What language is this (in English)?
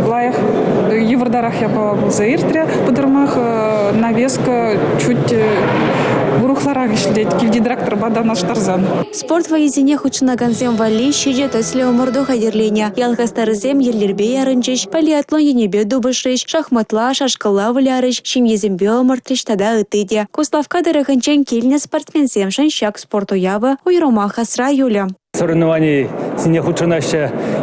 Chuvash